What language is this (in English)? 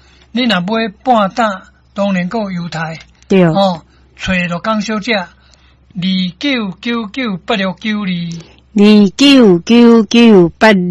Min Nan Chinese